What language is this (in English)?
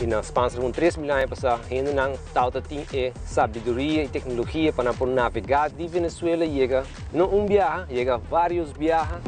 Papiamento